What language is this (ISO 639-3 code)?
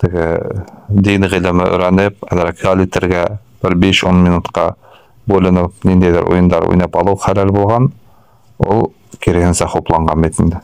bak